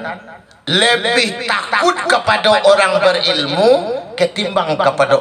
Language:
Minangkabau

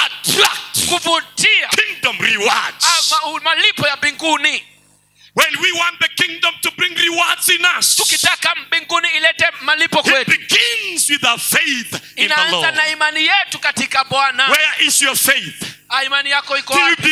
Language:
Swahili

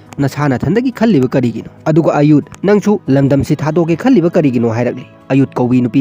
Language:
Manipuri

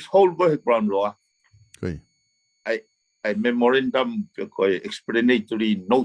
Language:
Tongan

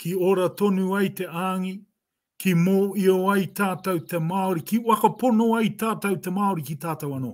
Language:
Māori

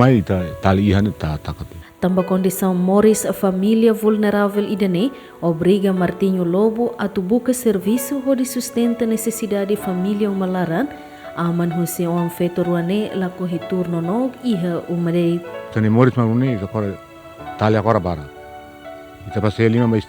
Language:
Tetum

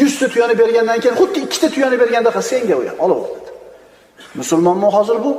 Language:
Uzbek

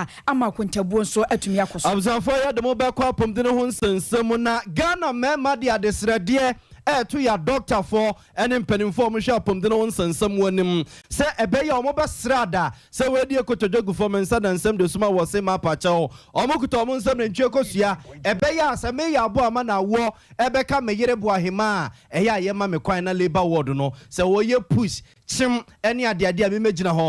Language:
Akan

